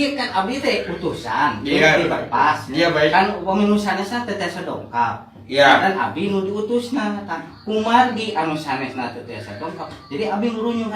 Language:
Sundanese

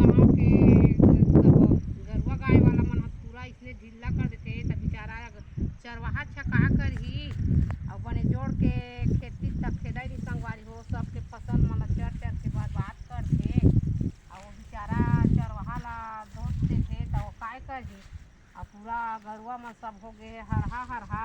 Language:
Chhattisgarhi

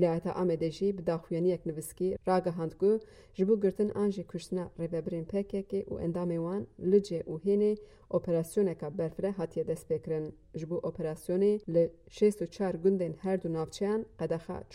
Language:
Kurdish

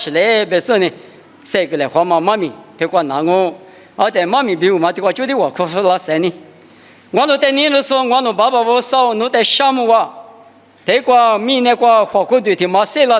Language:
Lisu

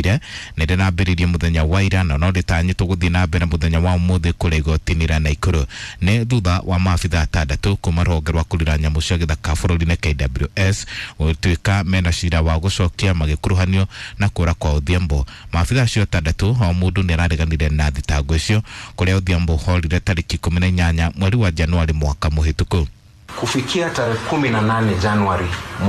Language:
Kikuyu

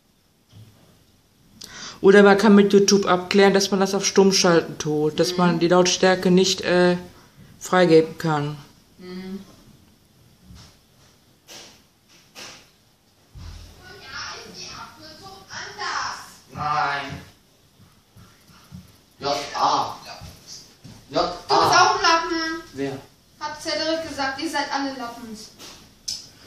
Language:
German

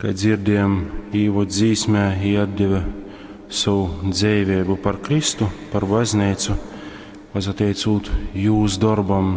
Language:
Latgalian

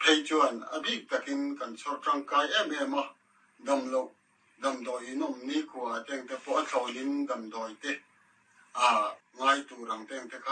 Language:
Mizo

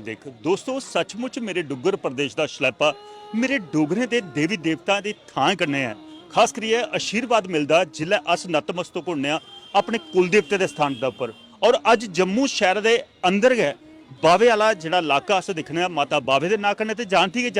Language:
Dogri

